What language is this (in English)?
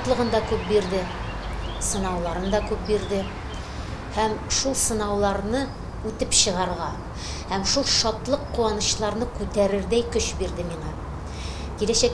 Tatar